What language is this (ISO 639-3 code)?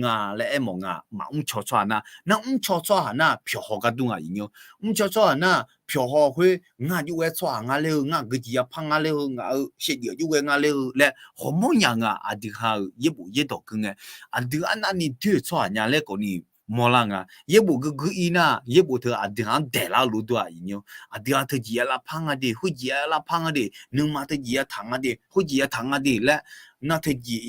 ahk